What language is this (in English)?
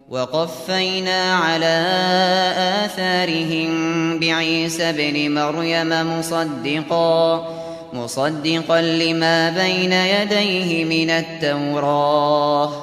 Uyghur